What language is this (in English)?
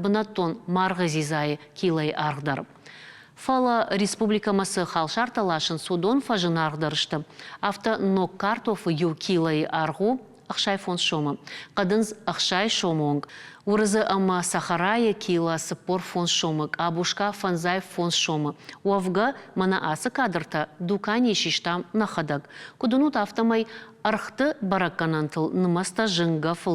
Ossetic